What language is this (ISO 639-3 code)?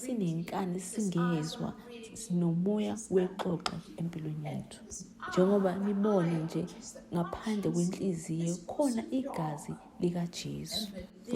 zul